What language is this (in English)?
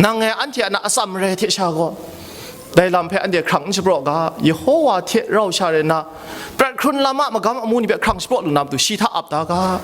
Kachin